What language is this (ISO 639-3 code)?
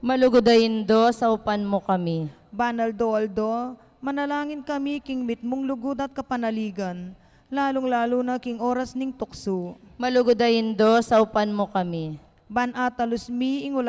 pam